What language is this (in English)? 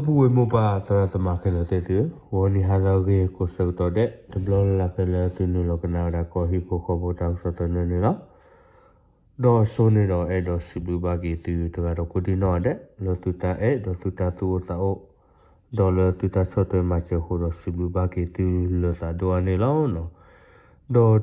S'gaw Karen